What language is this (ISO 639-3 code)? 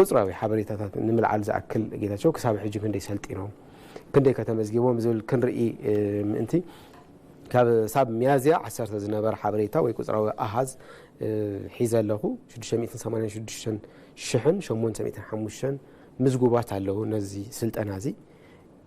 tir